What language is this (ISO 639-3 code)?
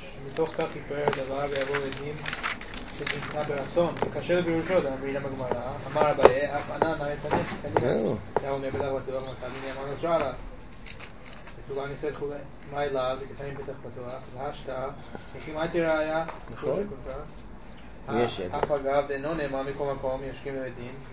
heb